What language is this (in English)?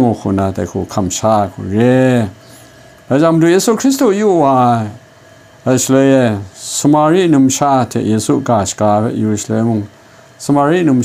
Kachin